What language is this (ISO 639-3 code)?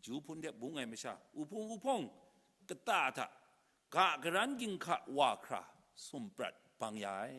kac